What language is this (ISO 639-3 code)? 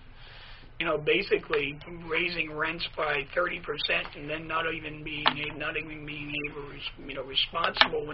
eng